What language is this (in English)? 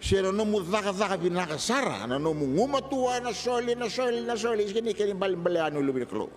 Fijian